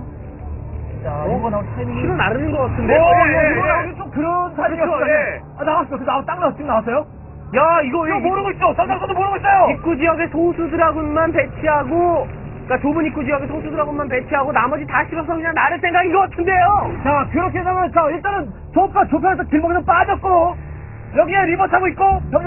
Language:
Korean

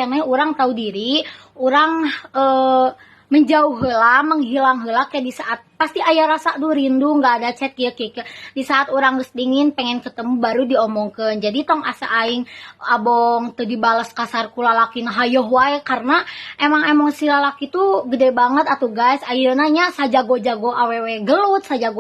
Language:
Sundanese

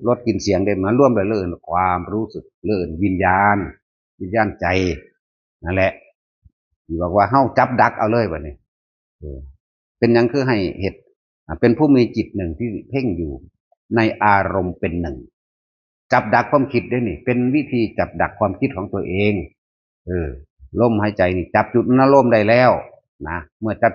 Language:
Northeastern Thai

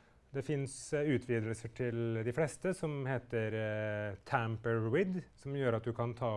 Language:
Norwegian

